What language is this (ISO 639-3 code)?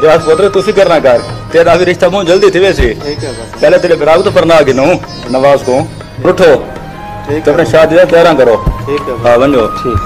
skr